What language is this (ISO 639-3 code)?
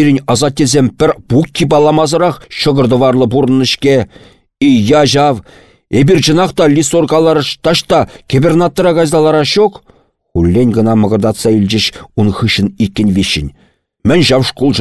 chv